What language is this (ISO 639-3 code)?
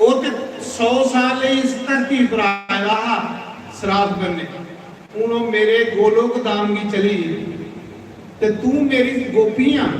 doi